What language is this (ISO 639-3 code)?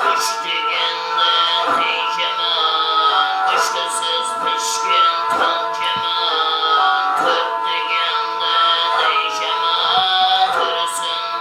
kaa